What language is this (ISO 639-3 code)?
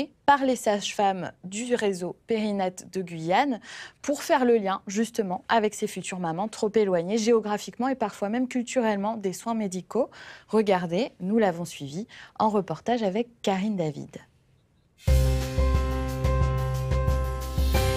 fra